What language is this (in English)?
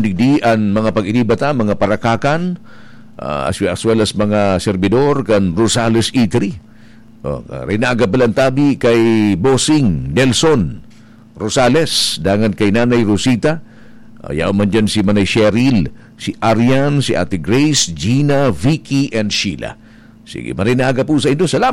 Bikol